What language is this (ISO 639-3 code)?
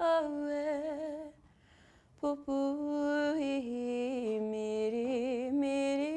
mri